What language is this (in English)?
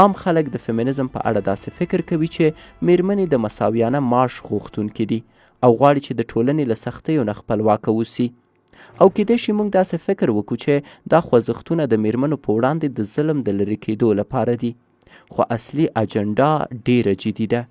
Pashto